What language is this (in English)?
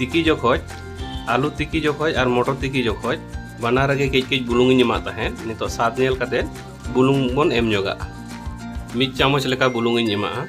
Santali